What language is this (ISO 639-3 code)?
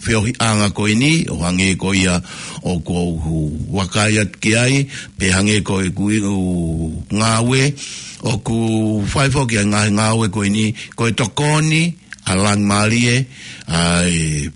ton